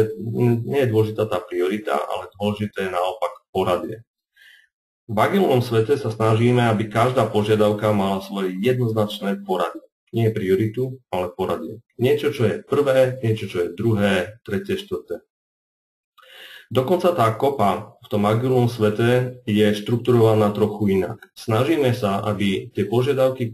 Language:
Slovak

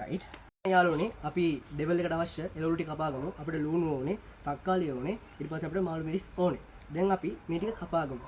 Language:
Sinhala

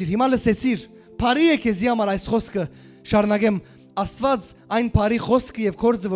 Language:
Western Armenian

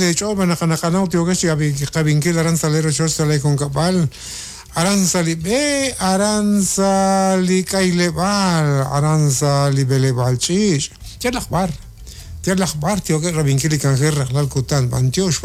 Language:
Kekchí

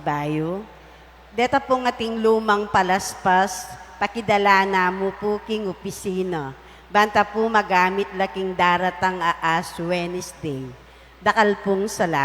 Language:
Pampanga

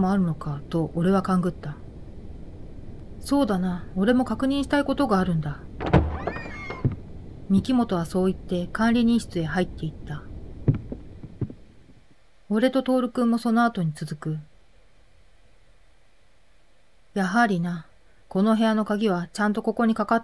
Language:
Japanese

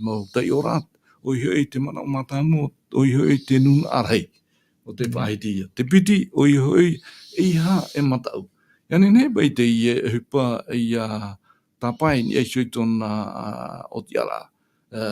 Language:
Tahitian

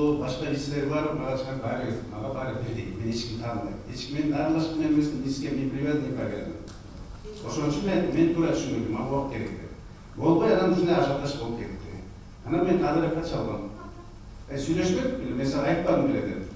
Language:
Kyrgyz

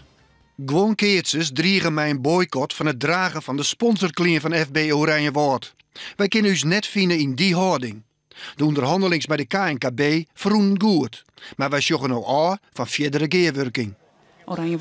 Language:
Western Frisian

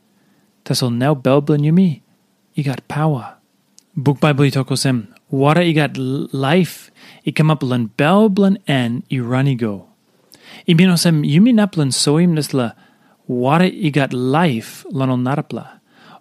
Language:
Tok Pisin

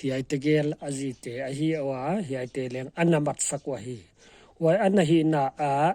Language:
Paite Chin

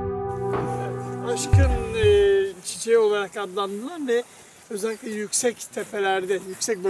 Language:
Turkish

